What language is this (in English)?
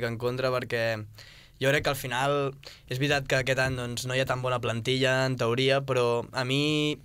Catalan